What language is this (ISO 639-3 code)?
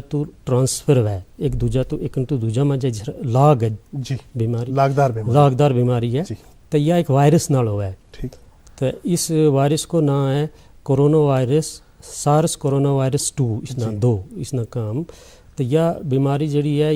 gju